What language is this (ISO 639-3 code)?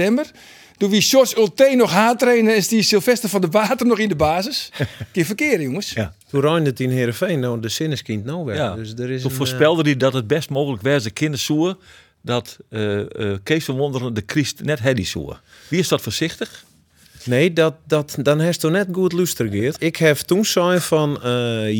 fry